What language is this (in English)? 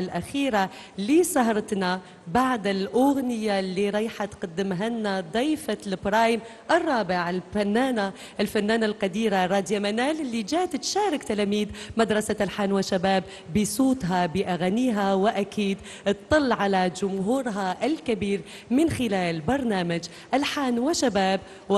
Algerian Arabic